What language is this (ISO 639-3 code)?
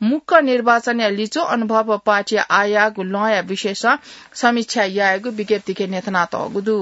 new